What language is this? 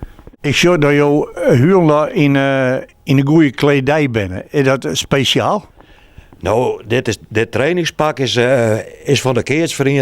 Western Frisian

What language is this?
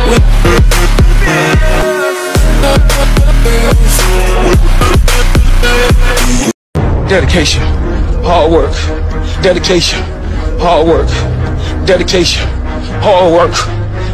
English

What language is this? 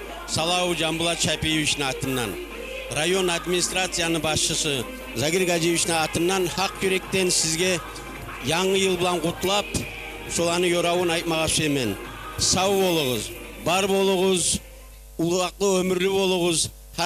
Kumyk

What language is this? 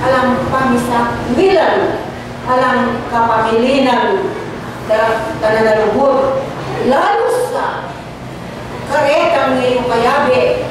Pampanga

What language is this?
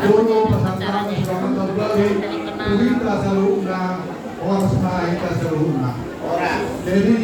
Batak Toba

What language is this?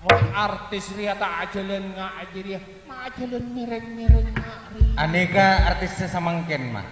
Madurese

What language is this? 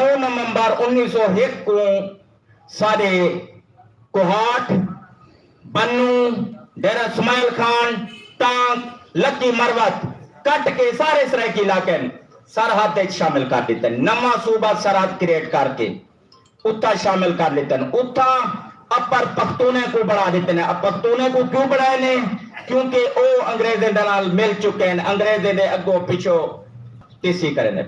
Saraiki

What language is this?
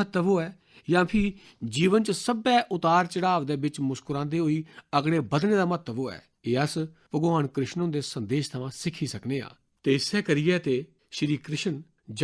Dogri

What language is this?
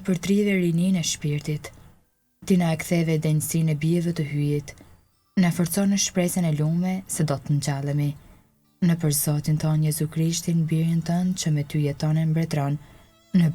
Albanian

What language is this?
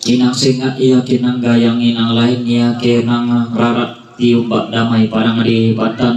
Toraja-Sa'dan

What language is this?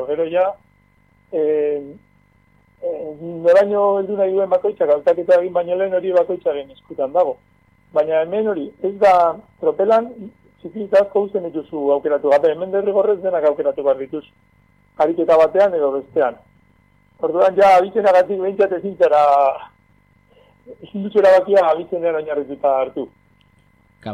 Basque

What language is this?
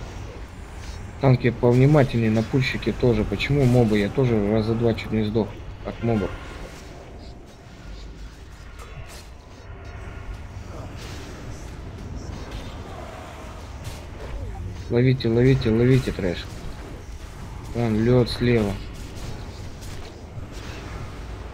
Russian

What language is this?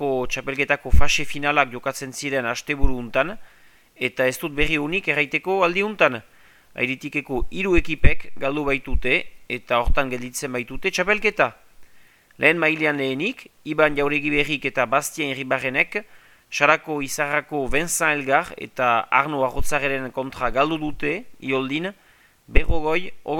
Basque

